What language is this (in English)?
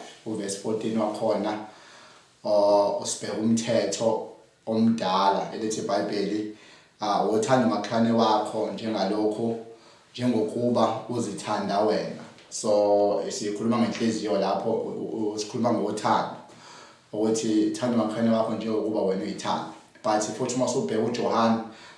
Zulu